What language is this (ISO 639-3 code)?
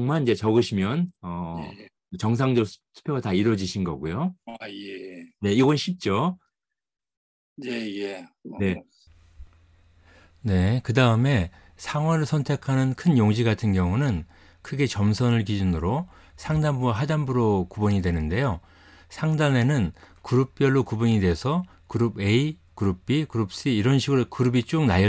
kor